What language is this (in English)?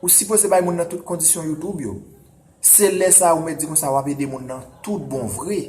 Haitian Creole